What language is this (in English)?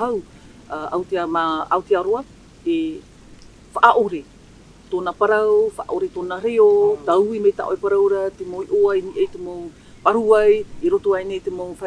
Tahitian